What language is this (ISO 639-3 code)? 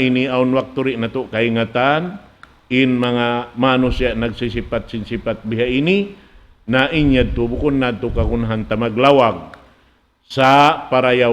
tsg